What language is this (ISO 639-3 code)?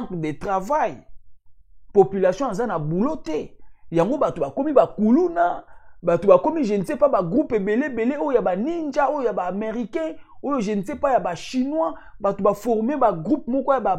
lin